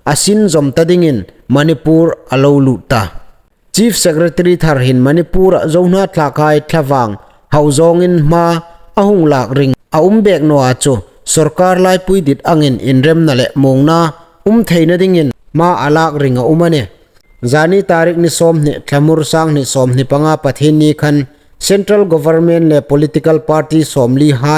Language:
Hmar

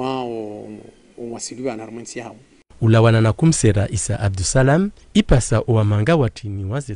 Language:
Ngazidja Comorian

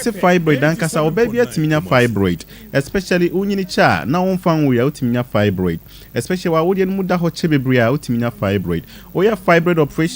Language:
Akan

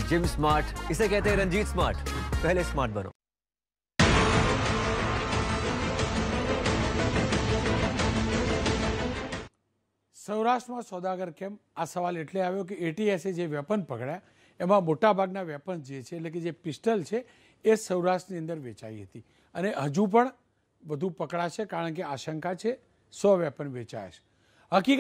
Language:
Gujarati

